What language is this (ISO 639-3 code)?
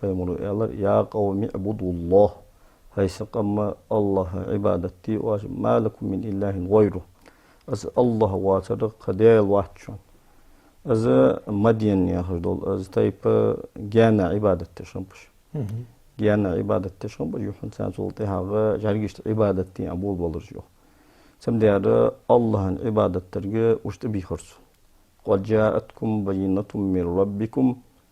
inh